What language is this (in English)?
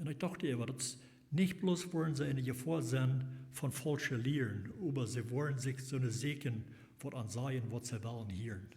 Plautdietsch